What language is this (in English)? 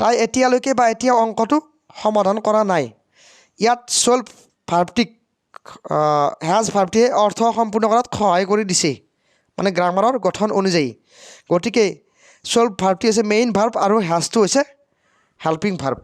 Assamese